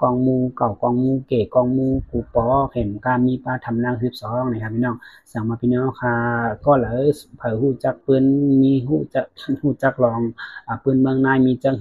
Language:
Shan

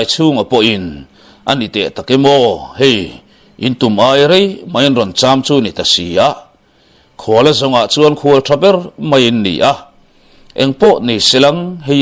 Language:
Mizo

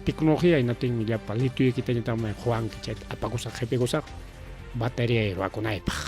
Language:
Ayacucho Quechua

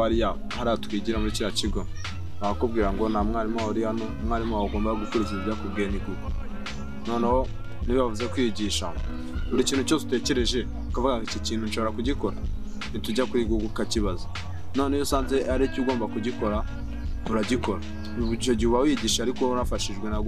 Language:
Kinyarwanda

